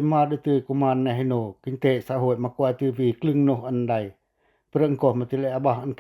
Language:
Pacoh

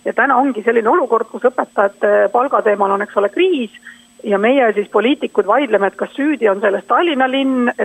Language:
Estonian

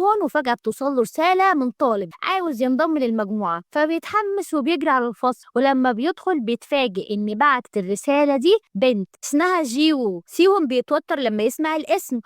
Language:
Egyptian Arabic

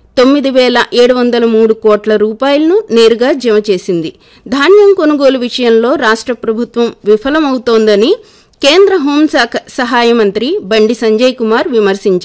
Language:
Telugu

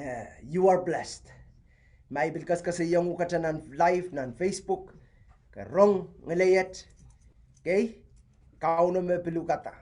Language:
Pohnpeian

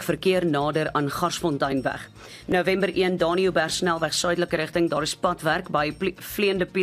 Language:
Afrikaans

